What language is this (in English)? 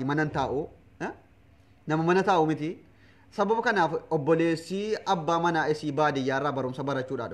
Oromo